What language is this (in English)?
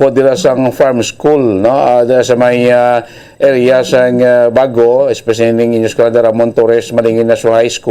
Hiligaynon